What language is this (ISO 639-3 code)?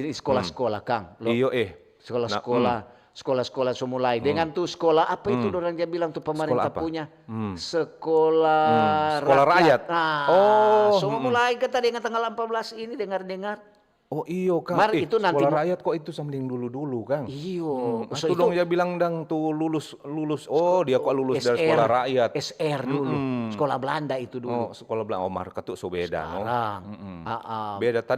xmm